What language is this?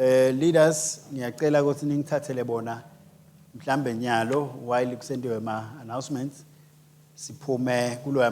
Swati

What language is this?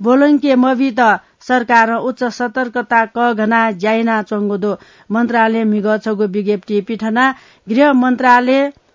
Newari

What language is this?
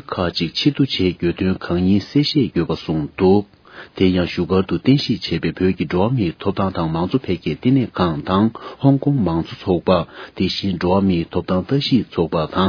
Tibetan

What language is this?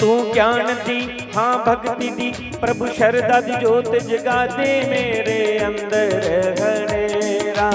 Dogri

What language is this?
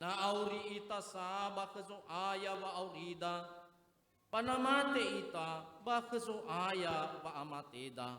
Nias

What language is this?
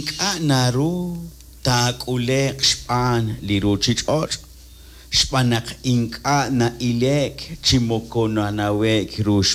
Kekchí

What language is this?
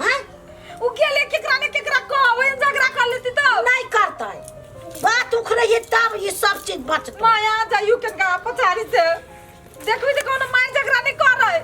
Maithili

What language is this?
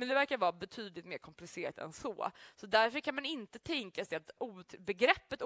Swedish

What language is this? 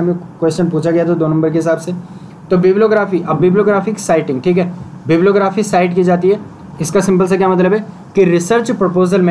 Hindi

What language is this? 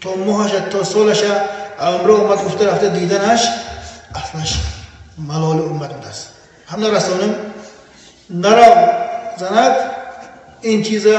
Tajik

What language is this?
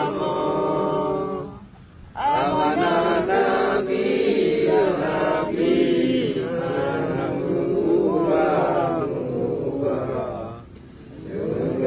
Achinese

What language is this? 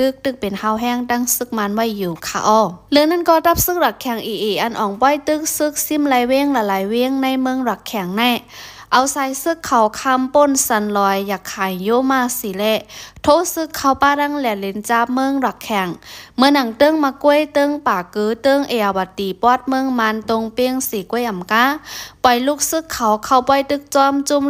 Shan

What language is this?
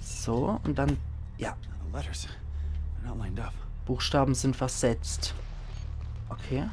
Palatine German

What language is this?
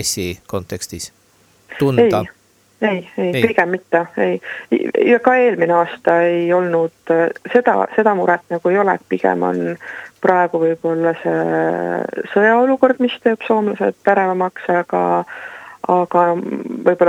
Estonian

